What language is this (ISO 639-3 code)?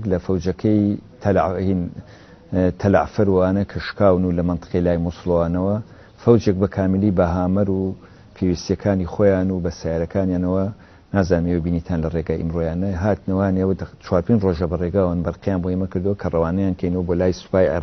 ckb